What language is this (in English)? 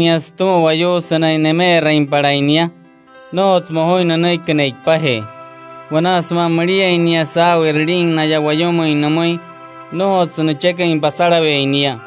Wayuu